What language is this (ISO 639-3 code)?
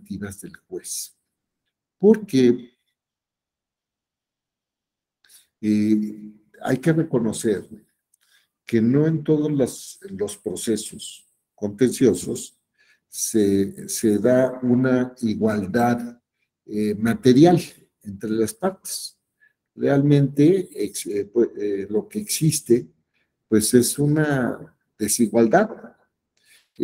spa